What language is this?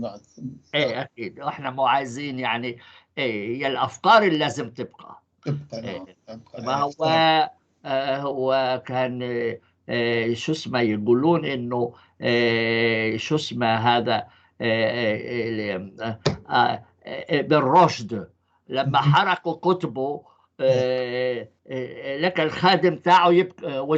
North Levantine Arabic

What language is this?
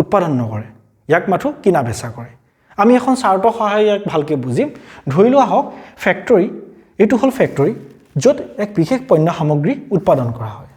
Assamese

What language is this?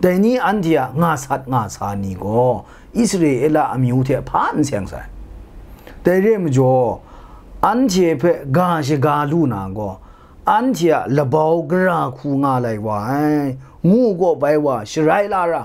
Kachin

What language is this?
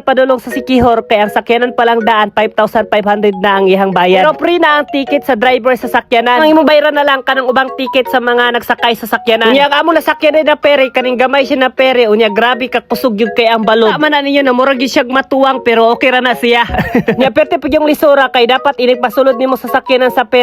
Cebuano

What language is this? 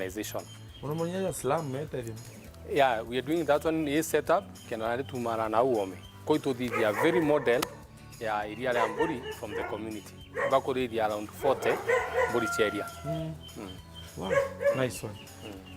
Meru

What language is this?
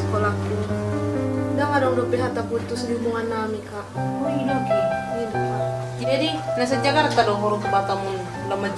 Batak Toba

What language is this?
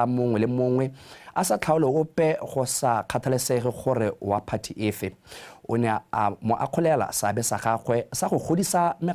Tswana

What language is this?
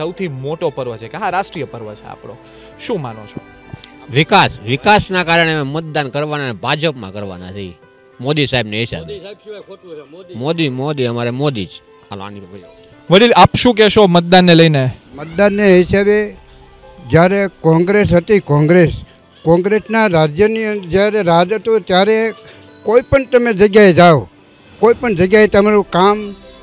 Gujarati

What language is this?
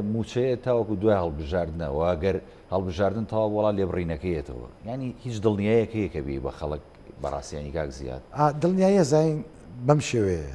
Central Kurdish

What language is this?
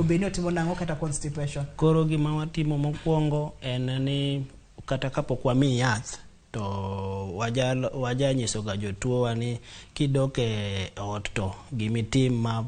Luo (Kenya and Tanzania)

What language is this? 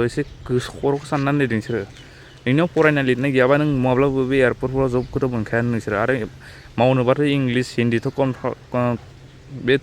Bodo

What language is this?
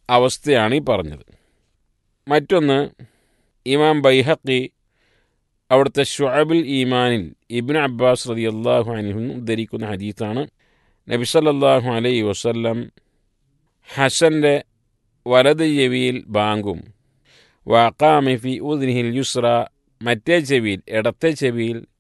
Malayalam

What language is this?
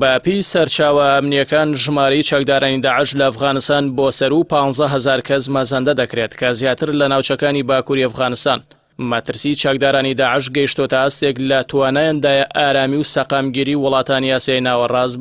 Central Kurdish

